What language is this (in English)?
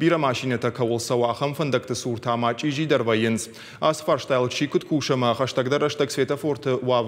Ossetic